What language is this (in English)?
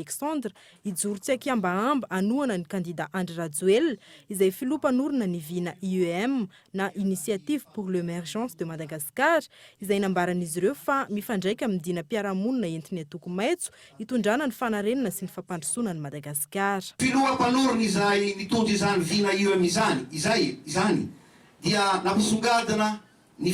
Malagasy